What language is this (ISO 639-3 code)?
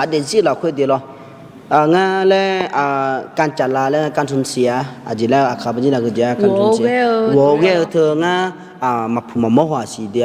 ahk